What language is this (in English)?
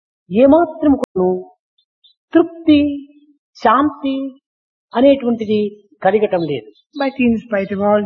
Telugu